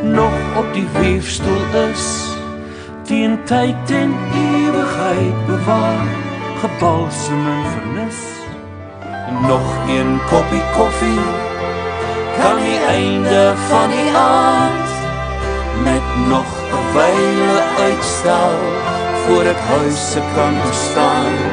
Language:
Afrikaans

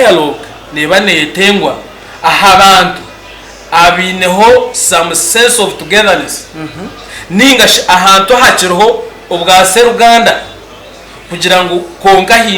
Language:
Nyankole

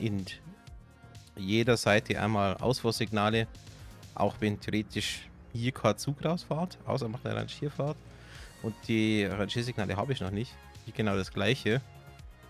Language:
German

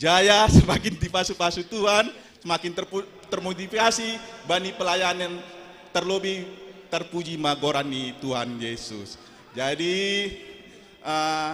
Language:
Batak Simalungun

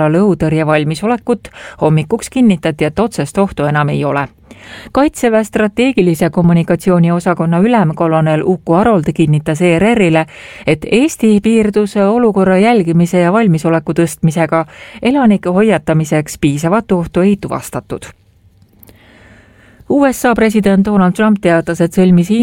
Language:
Estonian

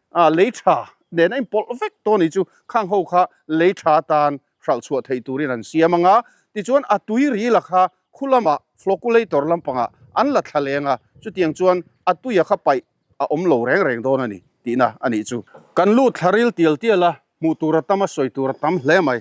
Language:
Mizo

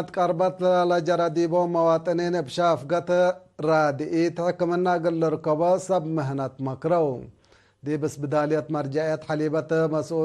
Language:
Tigre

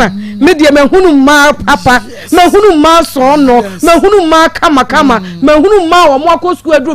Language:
Akan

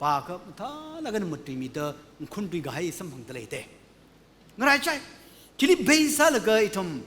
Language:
Tangkhul Naga (India)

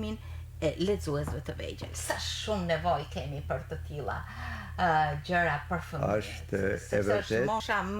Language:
Albanian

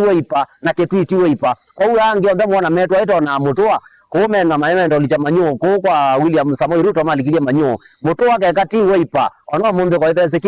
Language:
Kamba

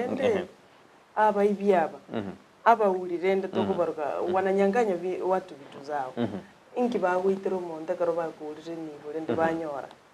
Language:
Gusii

